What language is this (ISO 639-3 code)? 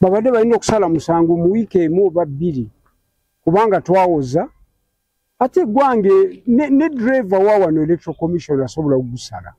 lug